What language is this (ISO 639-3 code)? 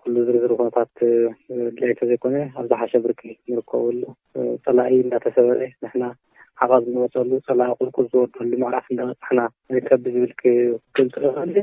tir